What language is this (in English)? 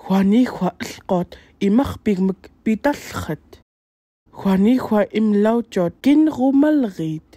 Central Yupik